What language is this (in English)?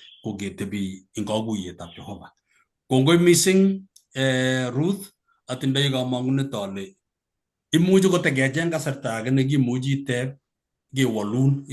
Kalenjin